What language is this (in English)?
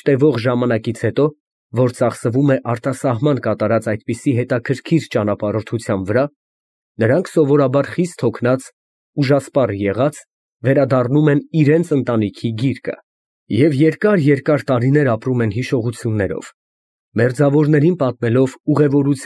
Armenian